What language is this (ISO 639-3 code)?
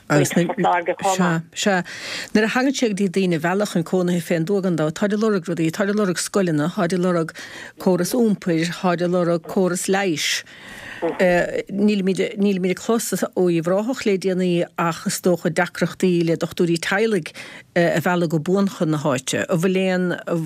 gle